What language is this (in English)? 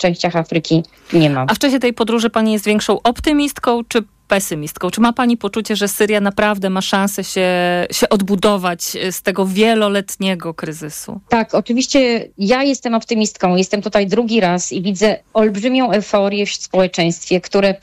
Polish